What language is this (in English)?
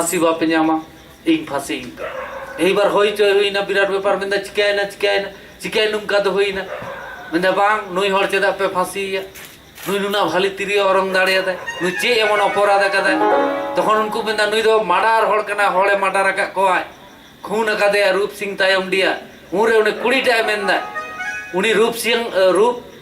Santali